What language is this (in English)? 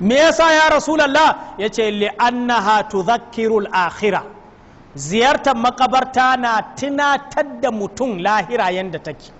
Hausa